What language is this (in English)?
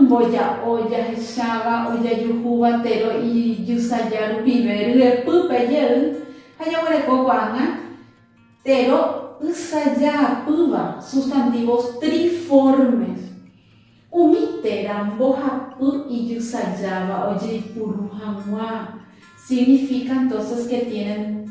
Guarani